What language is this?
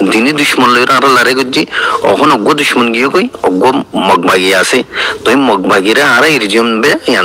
Rohingya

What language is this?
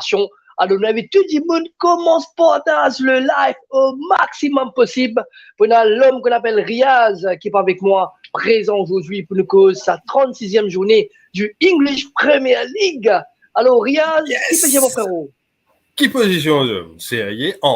Morisyen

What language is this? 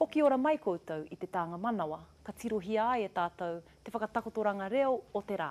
Māori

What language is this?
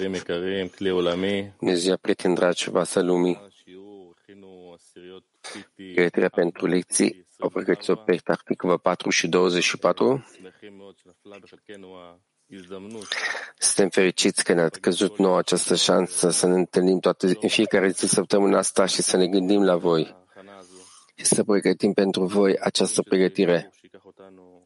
Romanian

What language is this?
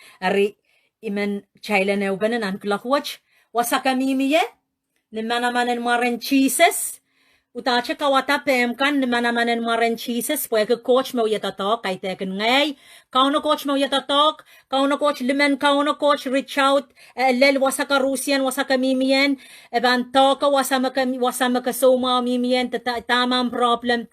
Pohnpeian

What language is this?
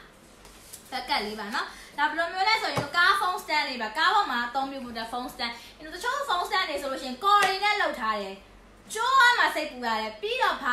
Burmese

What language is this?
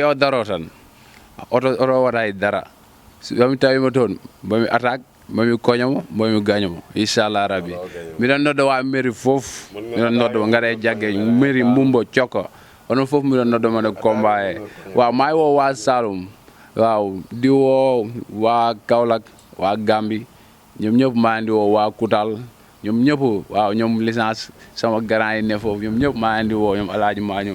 Wolof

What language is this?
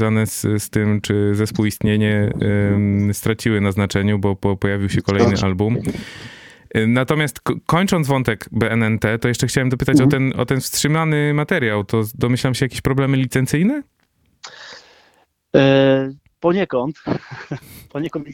Polish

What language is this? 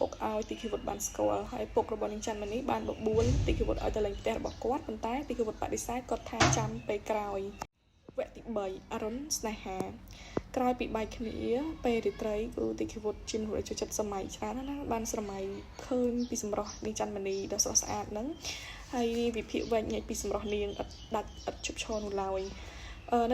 Khmer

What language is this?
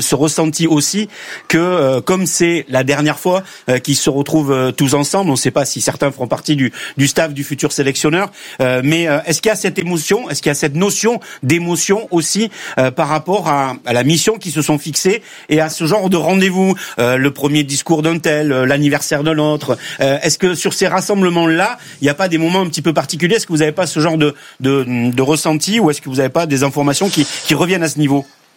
French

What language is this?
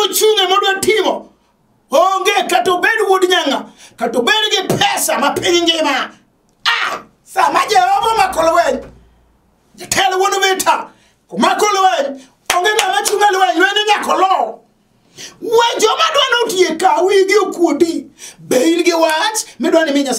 Luo (Kenya and Tanzania)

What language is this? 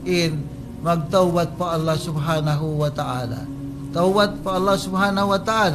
Tausug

